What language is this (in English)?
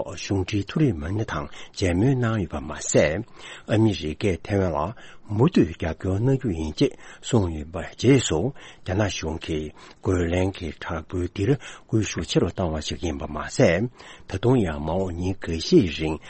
Tibetan